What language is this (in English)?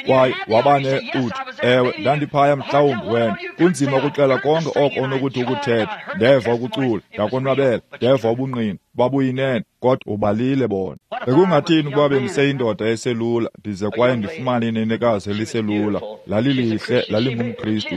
Xhosa